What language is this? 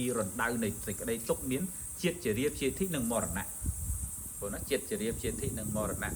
Khmer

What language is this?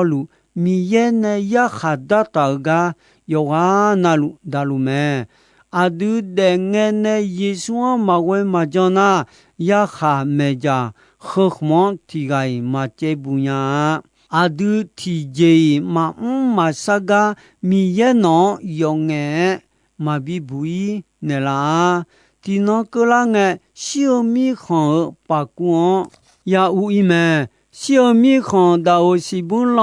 Akha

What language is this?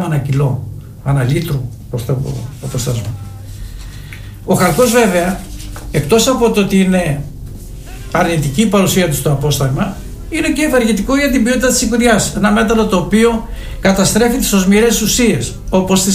Greek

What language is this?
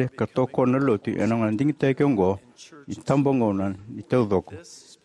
Fijian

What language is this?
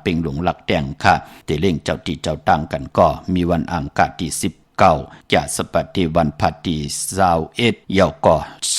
Shan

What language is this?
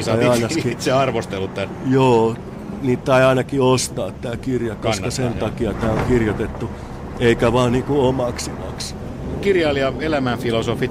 Finnish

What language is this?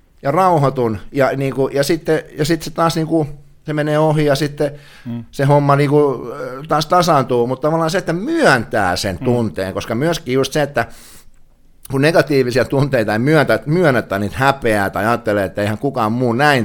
Finnish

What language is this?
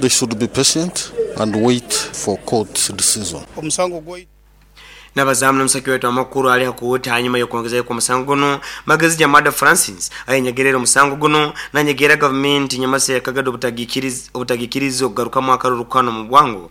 Nyoro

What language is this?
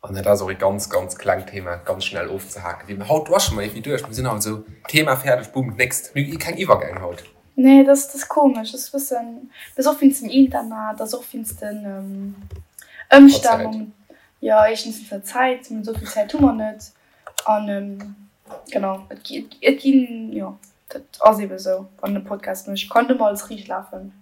Luxembourgish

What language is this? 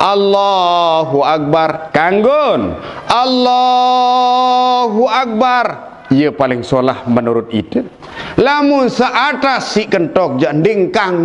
Sasak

